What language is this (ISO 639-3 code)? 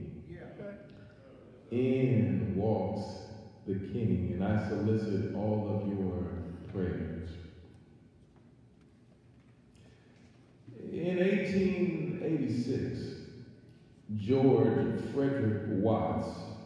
eng